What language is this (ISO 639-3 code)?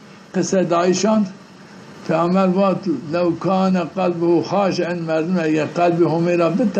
zza